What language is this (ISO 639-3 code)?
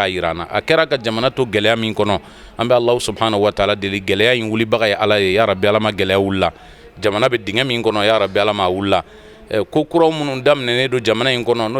bam